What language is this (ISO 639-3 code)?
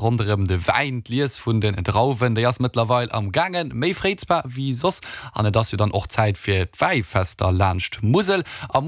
ltz